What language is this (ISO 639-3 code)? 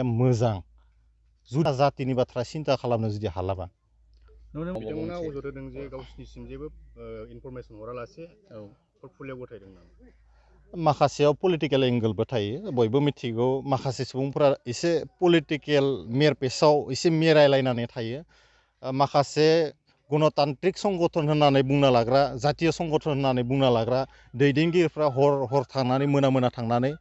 brx